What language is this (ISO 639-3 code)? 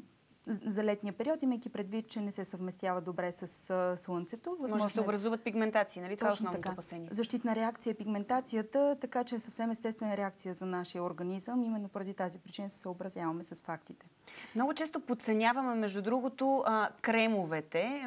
bul